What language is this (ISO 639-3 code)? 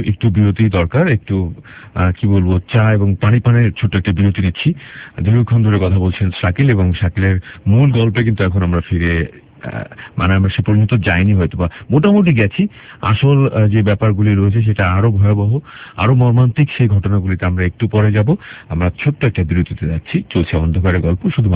ben